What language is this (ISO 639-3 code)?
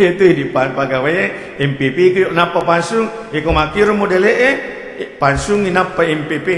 bug